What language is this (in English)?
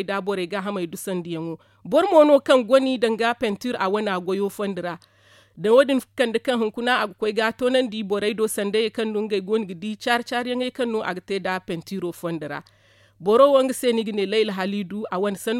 Zarma